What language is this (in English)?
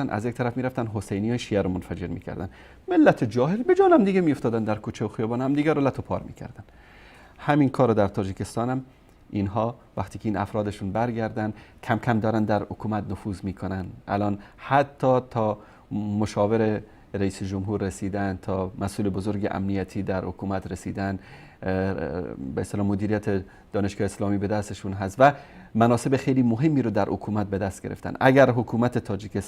Persian